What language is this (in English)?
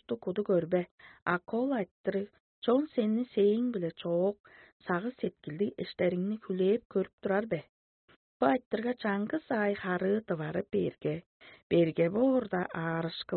Tuvinian